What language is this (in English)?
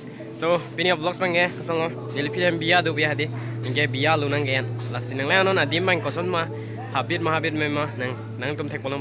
Karbi